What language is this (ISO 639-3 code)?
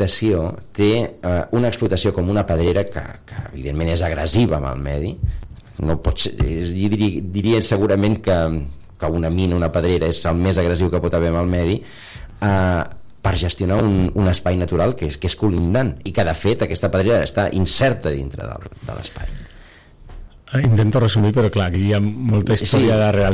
cat